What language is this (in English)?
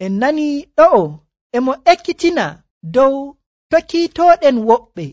Nigerian Fulfulde